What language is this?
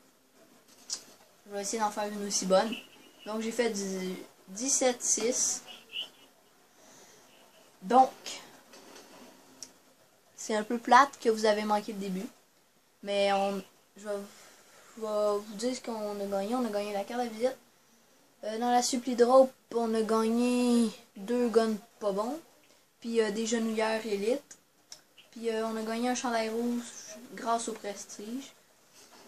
French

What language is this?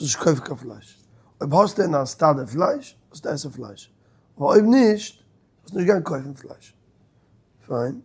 Yiddish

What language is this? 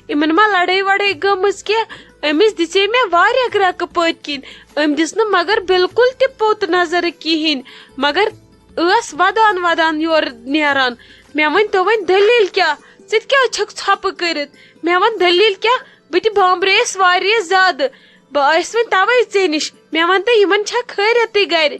Kashmiri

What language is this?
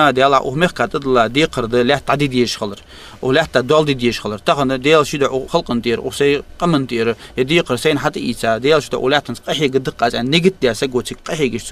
Ingush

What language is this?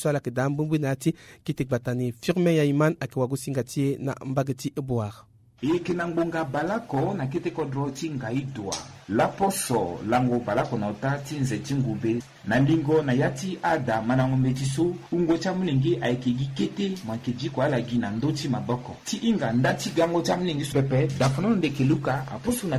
Sango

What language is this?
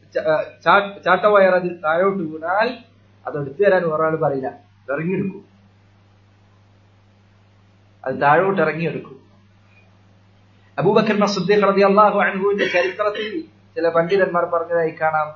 Malayalam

